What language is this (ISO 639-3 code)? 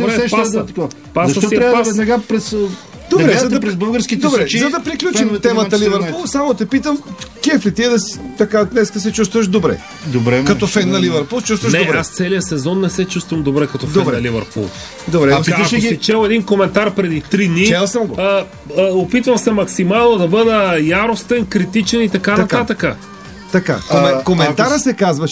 bul